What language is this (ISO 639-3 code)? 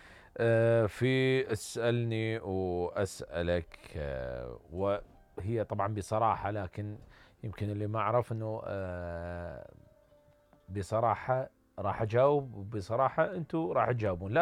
acm